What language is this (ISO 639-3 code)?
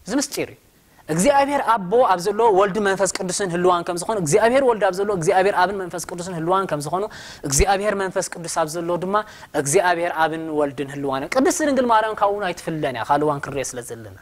tir